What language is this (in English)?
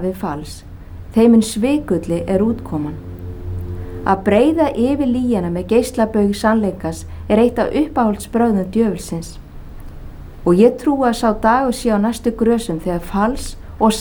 Icelandic